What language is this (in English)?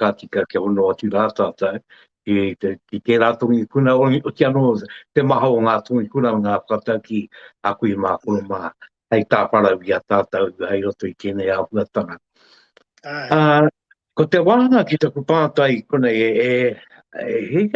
Māori